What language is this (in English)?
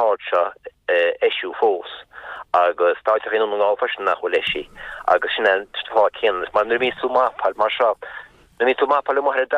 Irish